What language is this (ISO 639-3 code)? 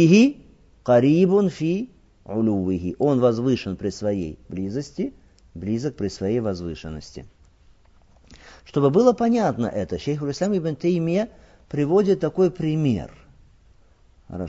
rus